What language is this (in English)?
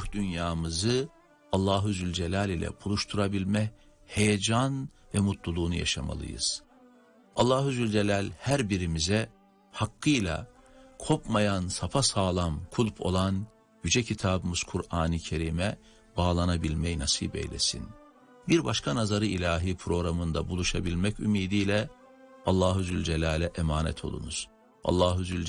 Turkish